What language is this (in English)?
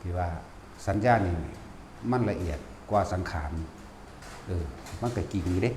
Lao